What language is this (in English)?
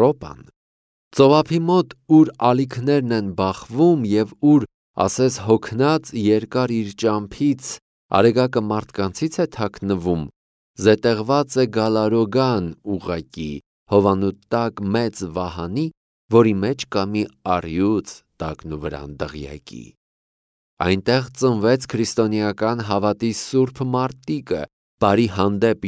Armenian